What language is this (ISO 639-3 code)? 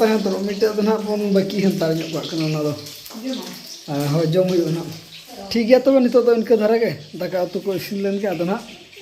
sat